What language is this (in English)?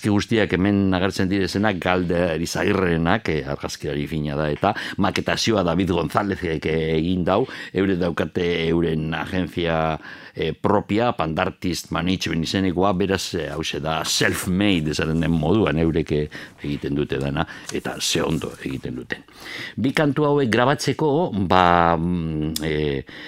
Basque